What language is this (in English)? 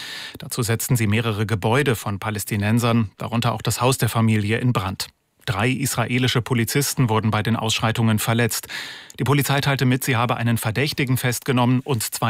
German